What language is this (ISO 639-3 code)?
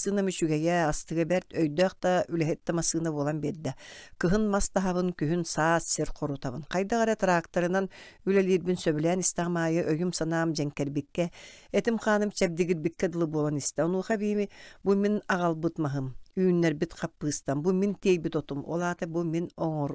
sah